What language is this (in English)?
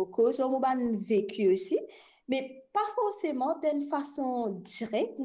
Morisyen